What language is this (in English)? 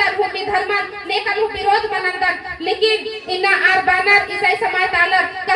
Kurukh